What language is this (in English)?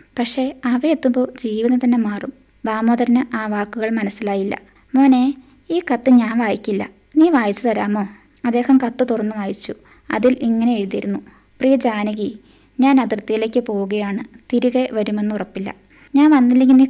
Malayalam